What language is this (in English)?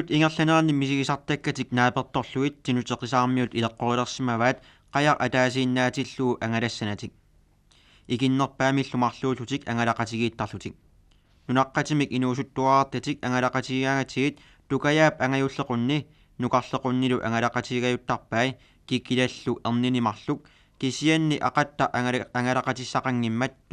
Kalaallisut